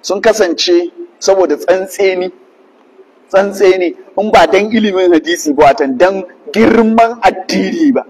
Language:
Hausa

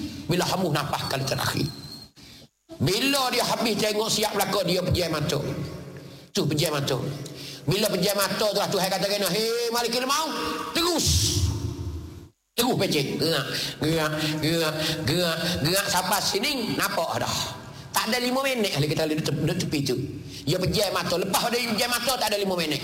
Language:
Malay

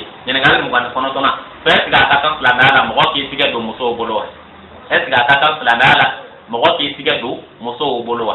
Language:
Bambara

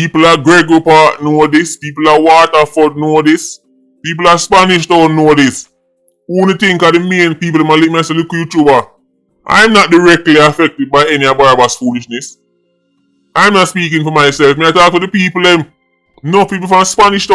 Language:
Jamaican Creole English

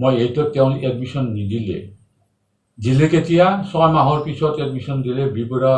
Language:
Assamese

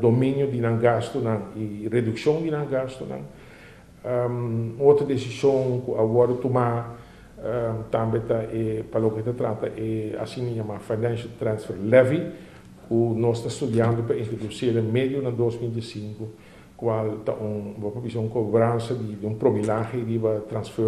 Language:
Papiamento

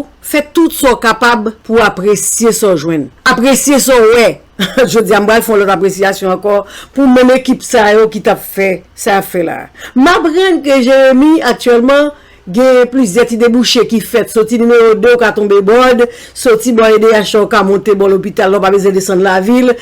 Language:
Haitian Creole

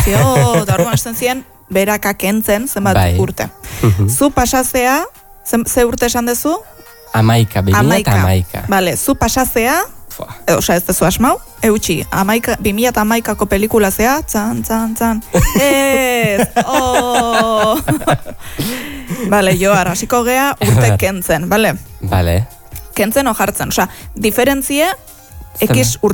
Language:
Basque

